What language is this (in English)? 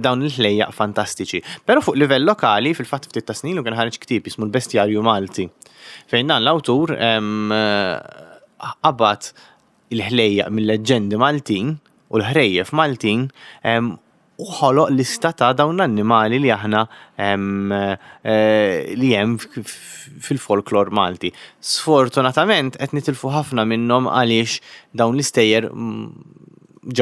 Maltese